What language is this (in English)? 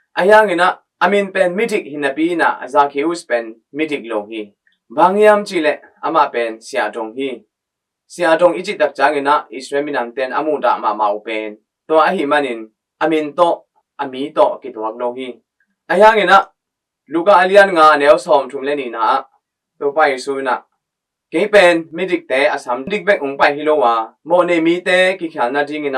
Tedim Chin